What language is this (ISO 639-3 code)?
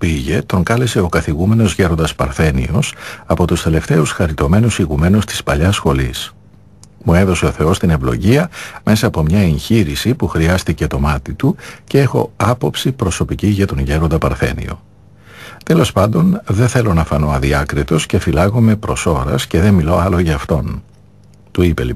ell